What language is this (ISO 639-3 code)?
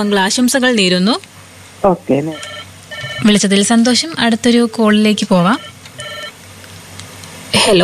mal